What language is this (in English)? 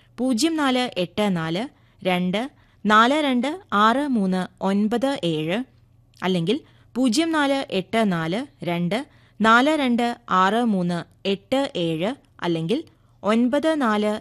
Malayalam